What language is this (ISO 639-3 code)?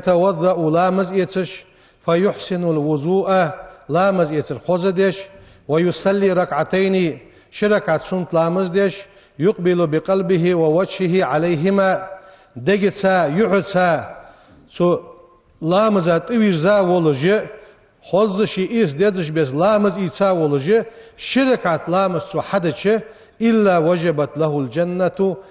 inh